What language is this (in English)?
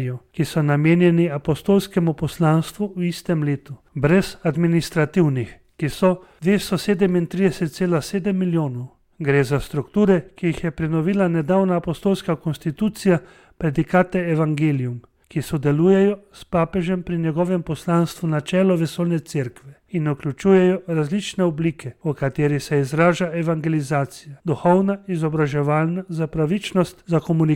Slovenian